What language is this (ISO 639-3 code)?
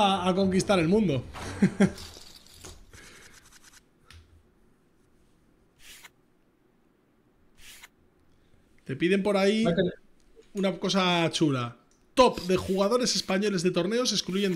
spa